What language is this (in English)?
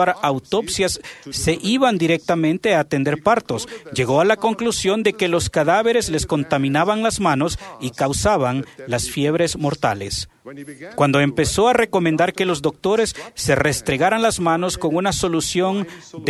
Spanish